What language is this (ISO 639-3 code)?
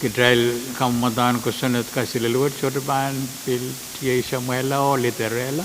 pon